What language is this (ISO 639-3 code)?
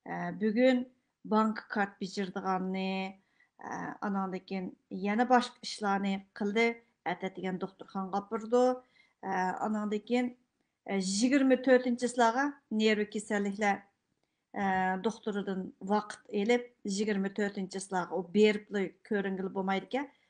uig